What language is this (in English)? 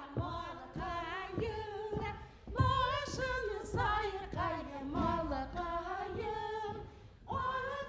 Bashkir